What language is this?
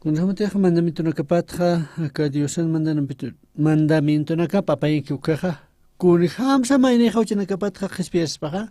Aymara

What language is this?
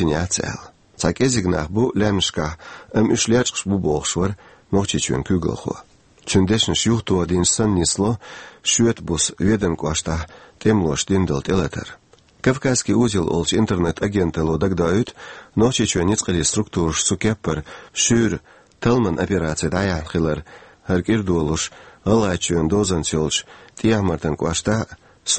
Chechen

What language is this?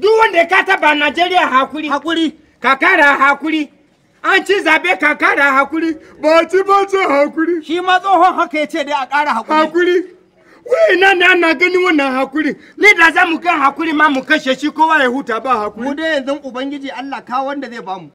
Hausa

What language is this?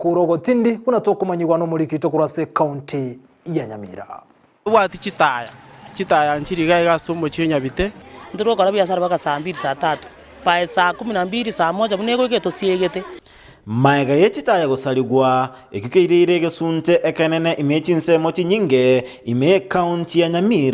Gusii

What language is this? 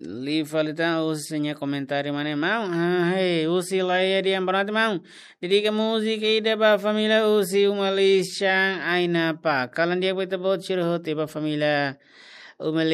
Tetum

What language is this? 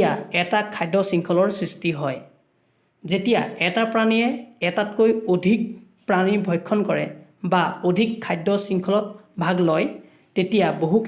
Assamese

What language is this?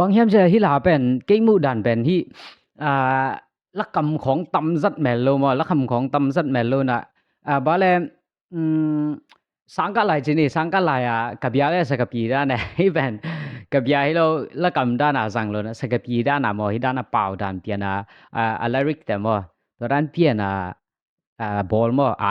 Tedim Chin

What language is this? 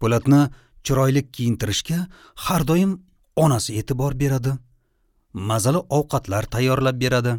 Uzbek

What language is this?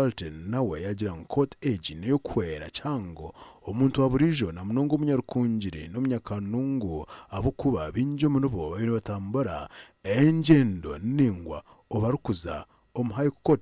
Nyankole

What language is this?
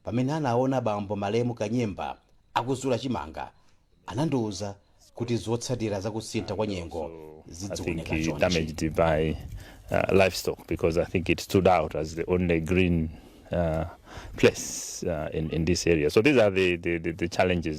Nyanja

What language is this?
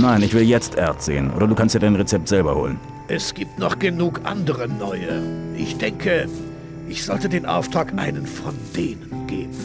Bavarian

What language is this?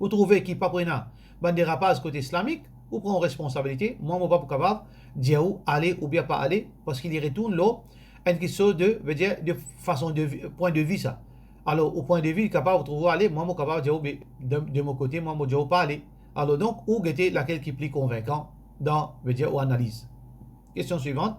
Morisyen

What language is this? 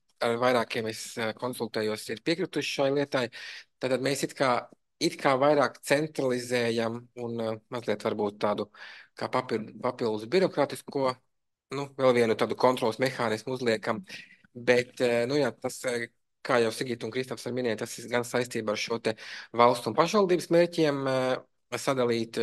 Latvian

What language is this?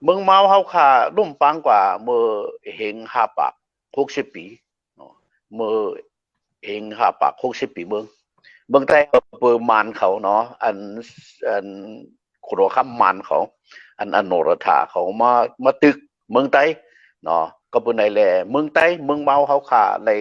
Shan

